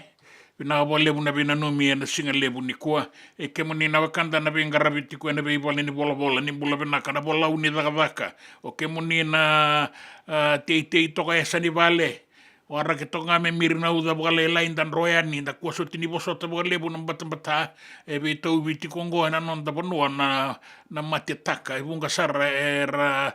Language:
Fijian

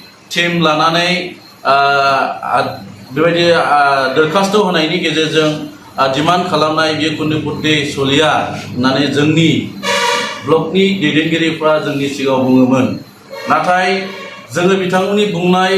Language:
Bodo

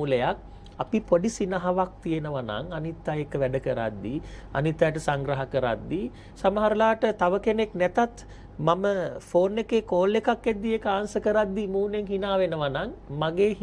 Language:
Sinhala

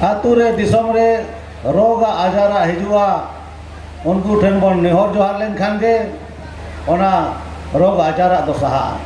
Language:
Santali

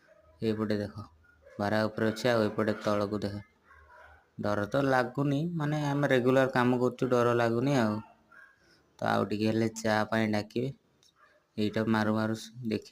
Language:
Odia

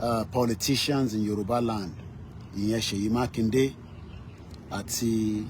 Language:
Yoruba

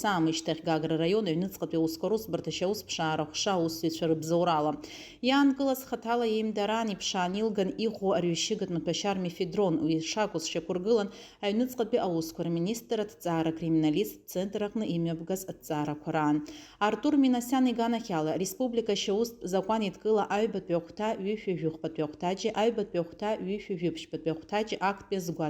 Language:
Abkhazian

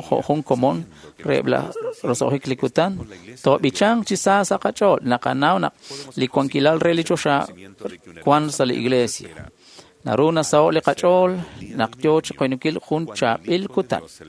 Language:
Kekchí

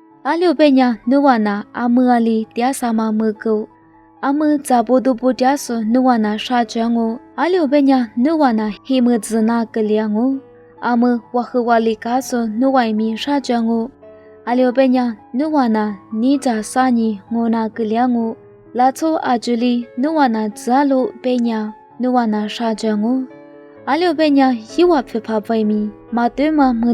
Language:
Lisu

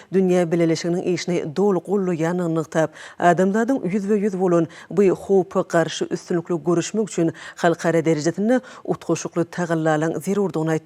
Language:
Turkmen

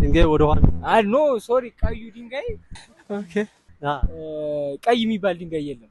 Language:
Amharic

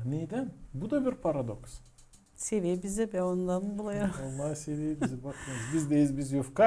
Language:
Gagauz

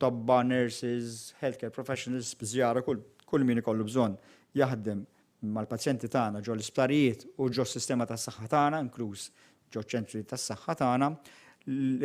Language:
Maltese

